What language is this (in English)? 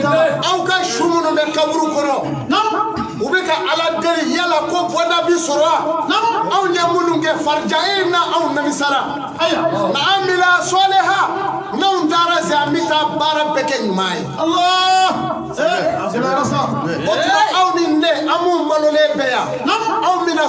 Bambara